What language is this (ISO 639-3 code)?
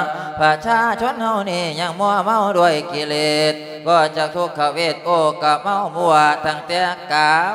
lao